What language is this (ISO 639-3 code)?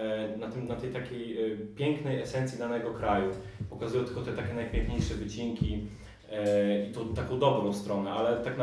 pol